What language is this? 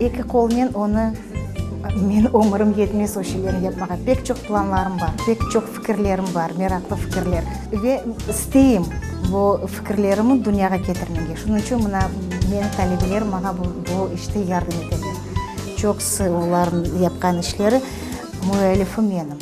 Crimean Tatar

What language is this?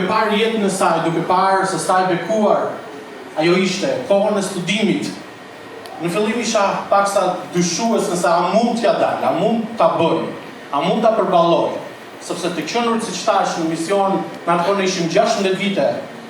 Albanian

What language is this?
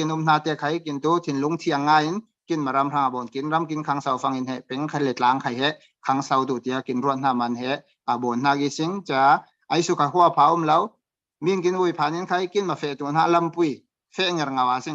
Falam Chin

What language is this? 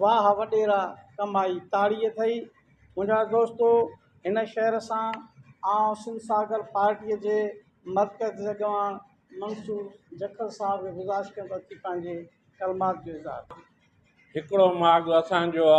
Sindhi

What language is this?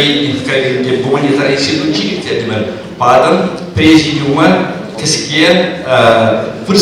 Chuvash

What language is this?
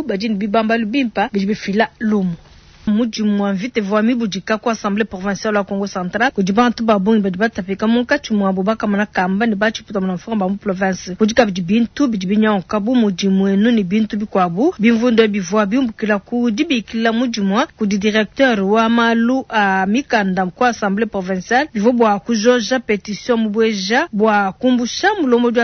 Luba-Lulua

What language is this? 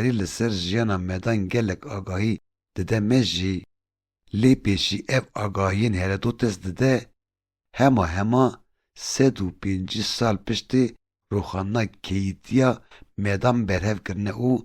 Kurdish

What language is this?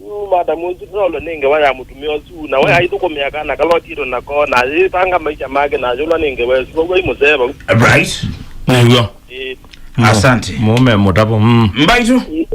Kamba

